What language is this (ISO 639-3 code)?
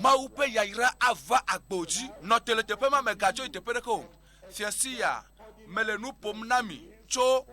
ewe